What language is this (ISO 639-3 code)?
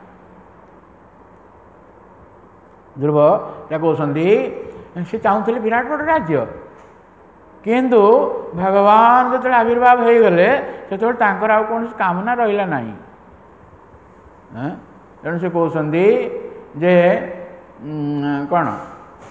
ori